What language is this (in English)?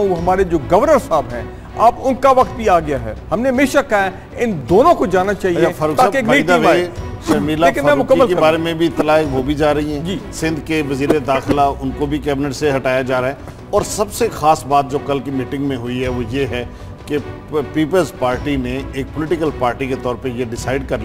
Urdu